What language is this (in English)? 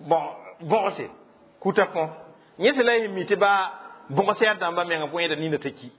Mossi